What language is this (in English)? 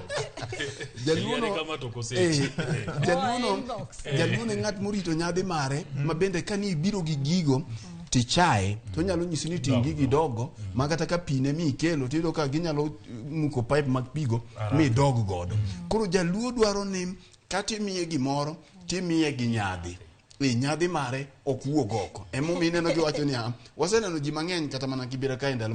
Luo (Kenya and Tanzania)